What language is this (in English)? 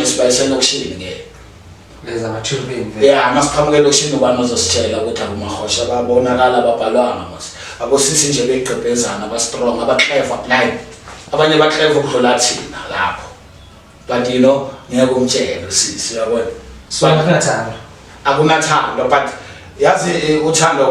Zulu